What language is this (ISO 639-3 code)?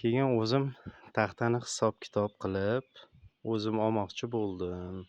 uzb